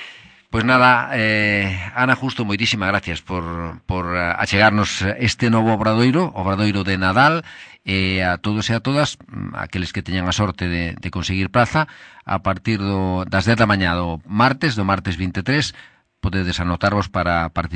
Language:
Galician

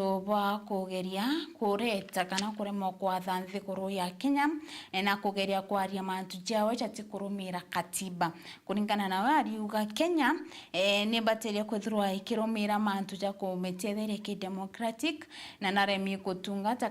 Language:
Meru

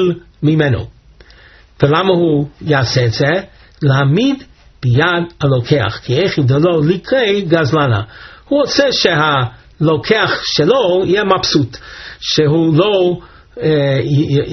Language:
Hebrew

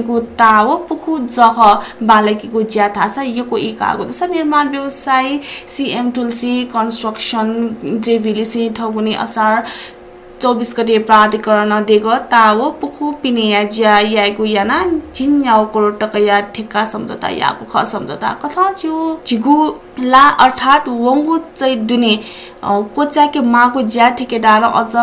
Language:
Newari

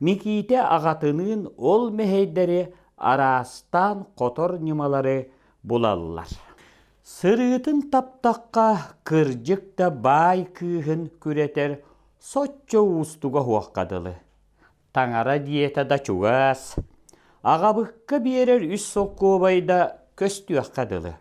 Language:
Yakut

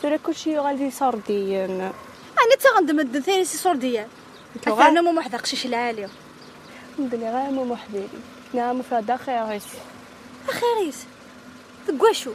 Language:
Kabyle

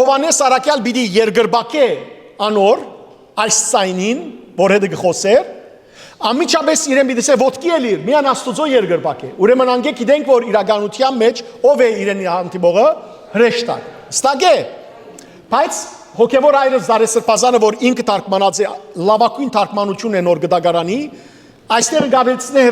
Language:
Western Armenian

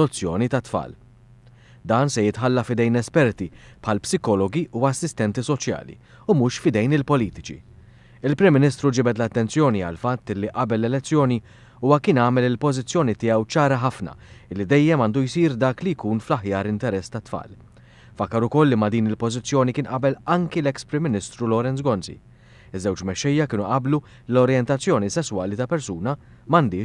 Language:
Maltese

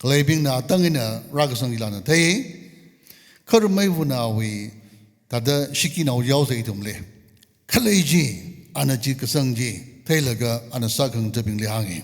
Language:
Tangkhul Naga (India)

